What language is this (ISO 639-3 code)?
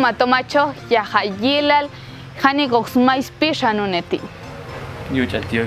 jac